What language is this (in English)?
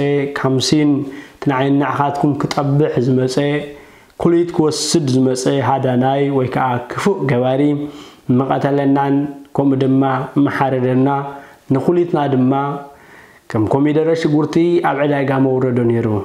Tigrinya